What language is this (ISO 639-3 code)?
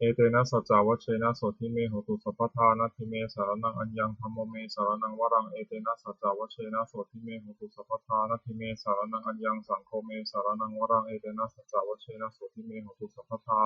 pli